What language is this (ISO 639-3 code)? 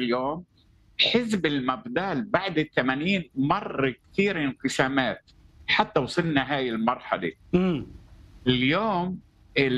ara